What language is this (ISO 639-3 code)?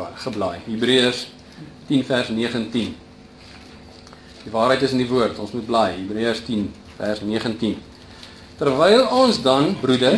afr